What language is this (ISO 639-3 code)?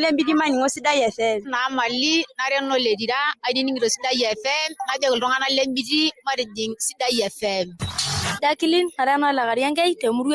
mas